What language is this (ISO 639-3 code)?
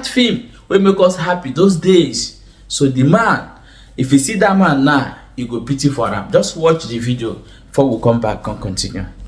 ibo